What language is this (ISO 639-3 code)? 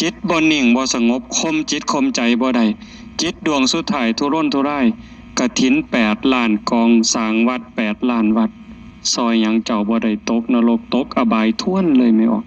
tts